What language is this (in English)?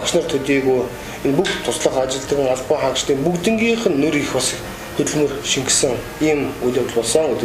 Mongolian